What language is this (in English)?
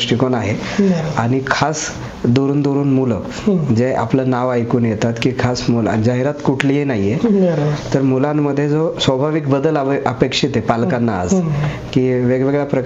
Marathi